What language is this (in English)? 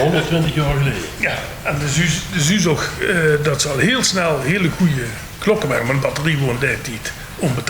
Limburgish